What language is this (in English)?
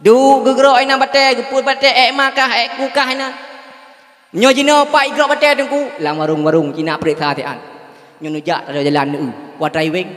Achinese